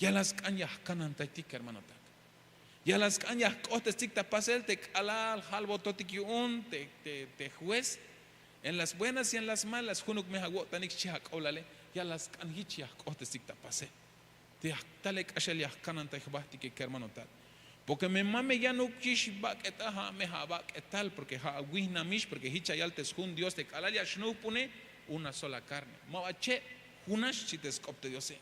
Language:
Tzeltal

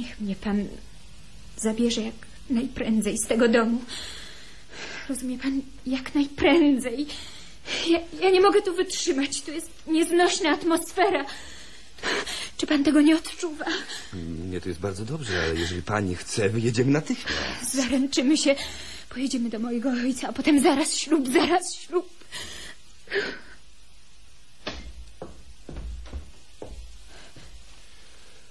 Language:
Polish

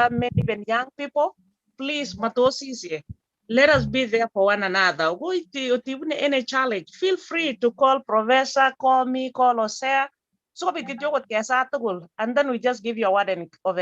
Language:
Kalenjin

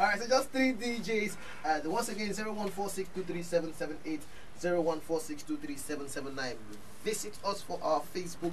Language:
Nigerian Pidgin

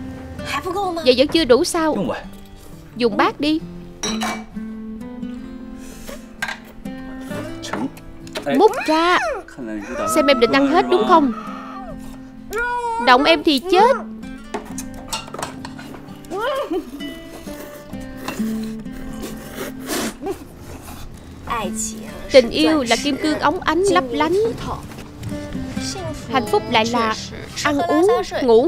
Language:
Vietnamese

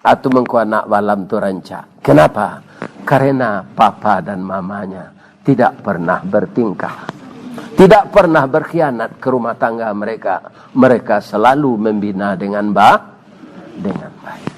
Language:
Minangkabau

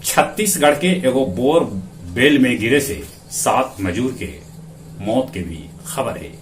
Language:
Magahi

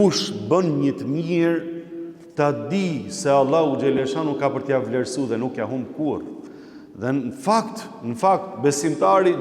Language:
Albanian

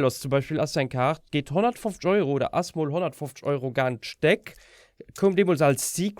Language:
Luxembourgish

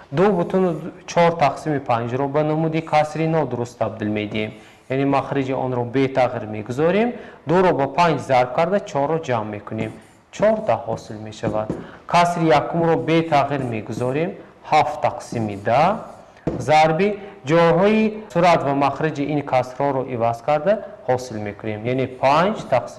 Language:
Tajik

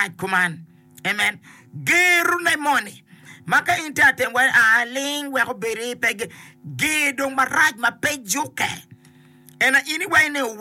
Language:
Acoli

